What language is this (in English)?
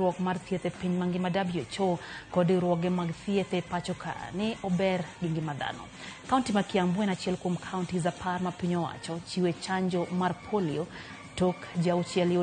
Luo (Kenya and Tanzania)